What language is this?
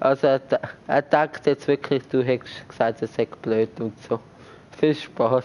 Swiss German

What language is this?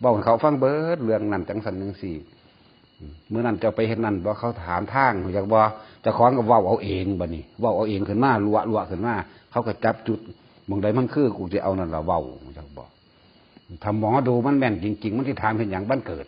Northeastern Thai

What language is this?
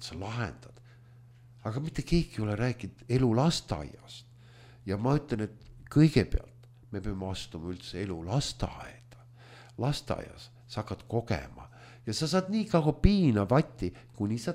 Estonian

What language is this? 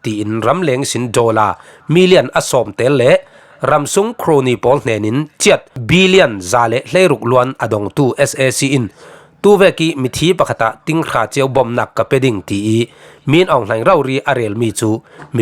Falam Chin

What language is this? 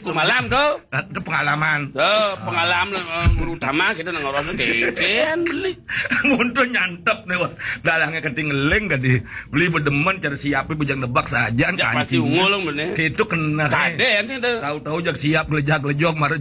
Balinese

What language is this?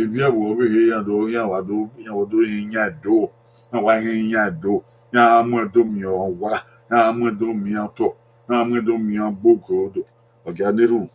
Bini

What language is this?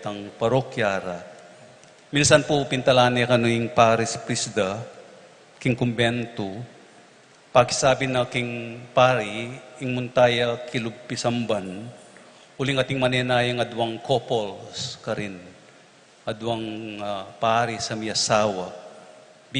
Pampanga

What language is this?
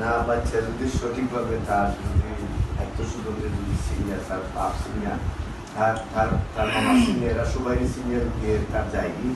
Sylheti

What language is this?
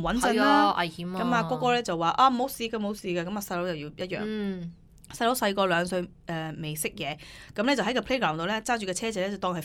Cantonese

